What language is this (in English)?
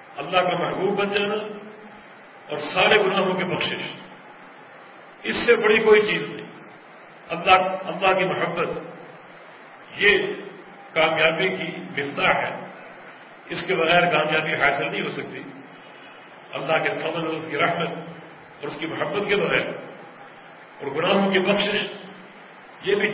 Urdu